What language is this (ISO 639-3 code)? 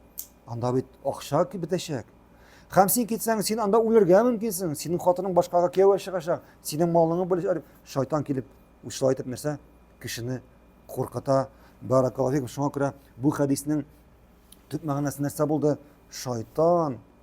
tat